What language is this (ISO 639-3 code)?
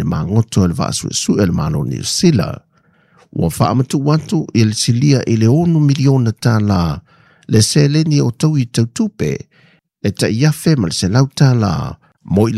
smo